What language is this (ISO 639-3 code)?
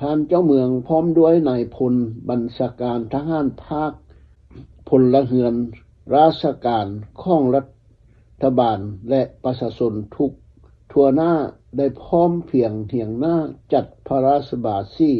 lao